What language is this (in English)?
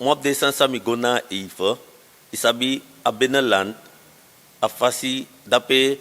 Sranan Tongo